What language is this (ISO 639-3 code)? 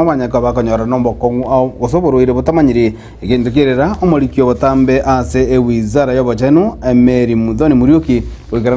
guz